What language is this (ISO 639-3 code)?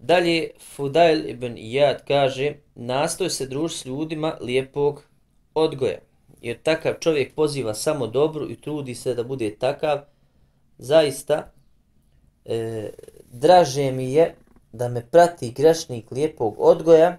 bos